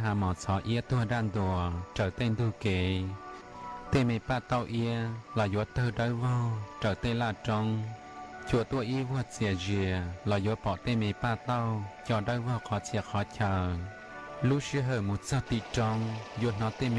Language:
Hmong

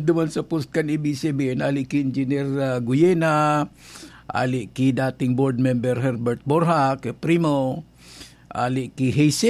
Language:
Bikol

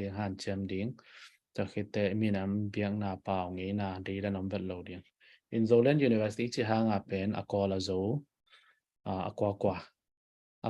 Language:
Tedim Chin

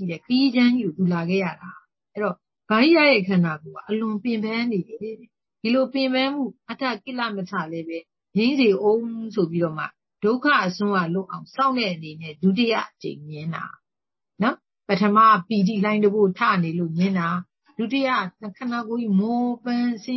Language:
Burmese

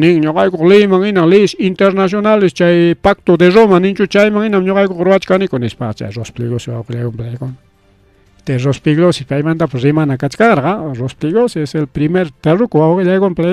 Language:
Ayacucho Quechua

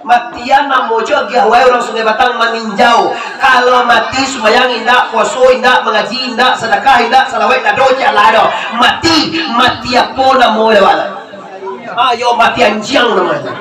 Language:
Minangkabau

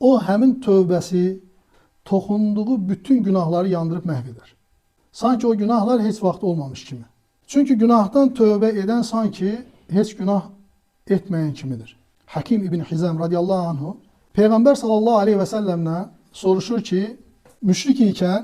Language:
Azerbaijani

